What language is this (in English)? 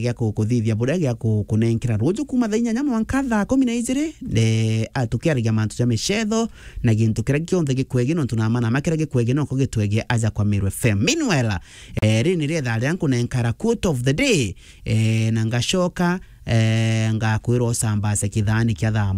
Meru